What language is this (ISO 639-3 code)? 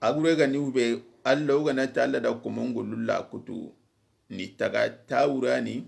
snk